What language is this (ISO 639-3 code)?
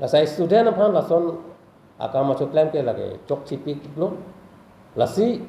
mjw